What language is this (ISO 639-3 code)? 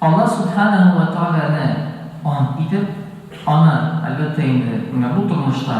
tat